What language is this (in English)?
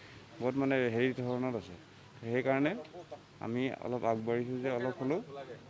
Assamese